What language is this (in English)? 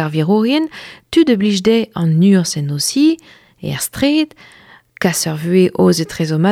Breton